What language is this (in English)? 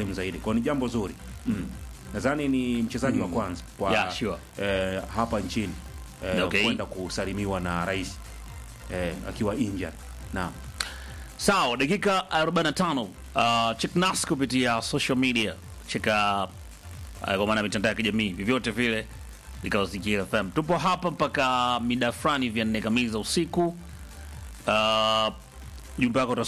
Swahili